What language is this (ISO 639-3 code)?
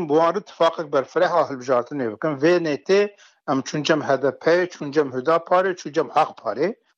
kur